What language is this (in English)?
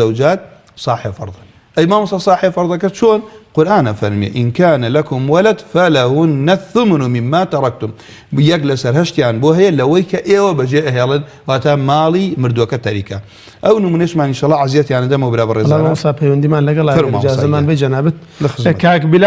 Central Kurdish